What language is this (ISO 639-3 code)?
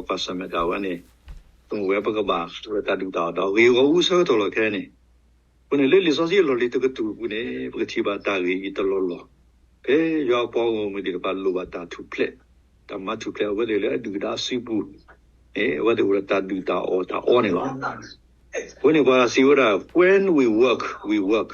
ksw